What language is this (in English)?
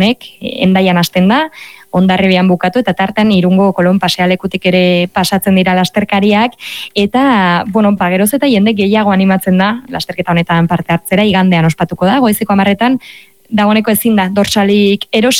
Basque